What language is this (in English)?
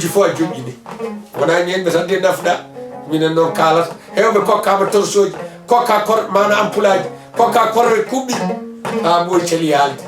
Fula